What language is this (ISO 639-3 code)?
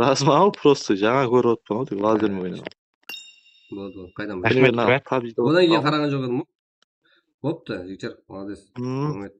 kaa